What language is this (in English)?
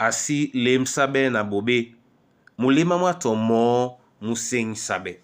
Duala